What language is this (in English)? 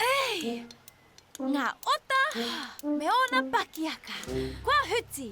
Māori